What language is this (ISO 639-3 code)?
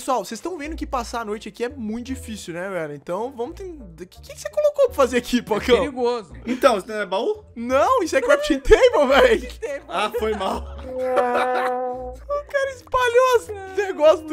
por